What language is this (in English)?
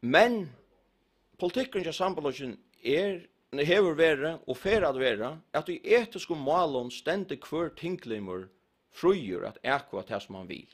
Faroese